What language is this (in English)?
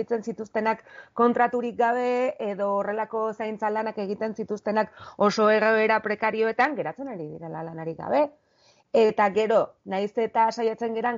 Basque